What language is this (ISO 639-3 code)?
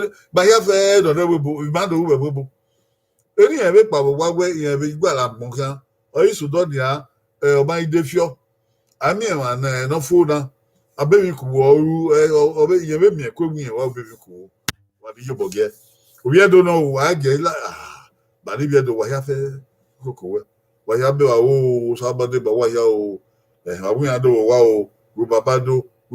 bin